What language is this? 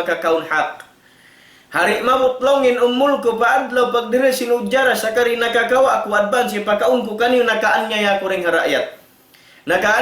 Tausug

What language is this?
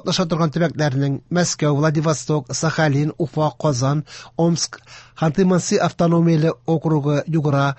Tatar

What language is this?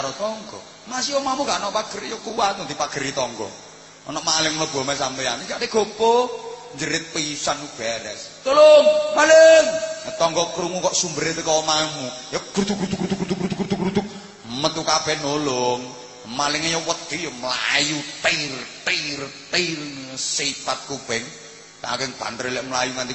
Javanese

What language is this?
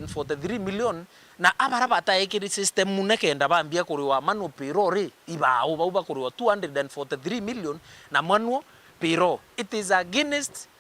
Meru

